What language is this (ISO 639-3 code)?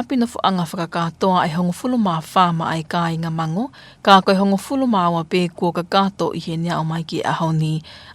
ton